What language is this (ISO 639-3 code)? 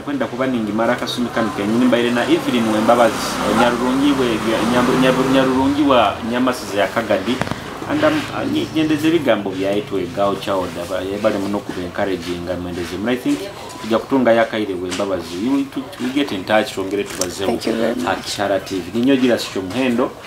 nyo